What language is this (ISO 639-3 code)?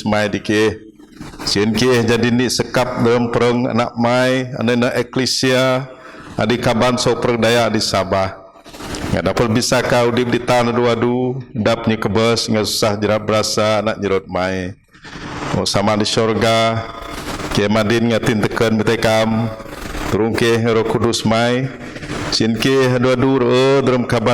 bth